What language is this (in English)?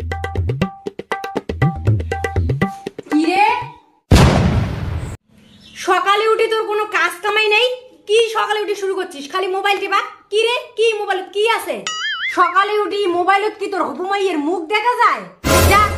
Bangla